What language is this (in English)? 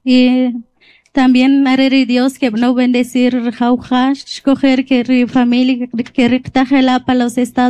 Kʼicheʼ